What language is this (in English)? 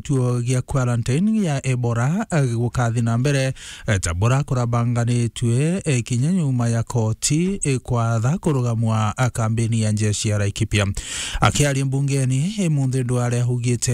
Meru